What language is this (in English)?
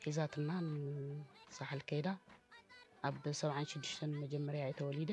Tigrinya